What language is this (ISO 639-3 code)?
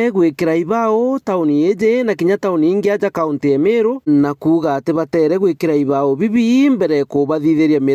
mer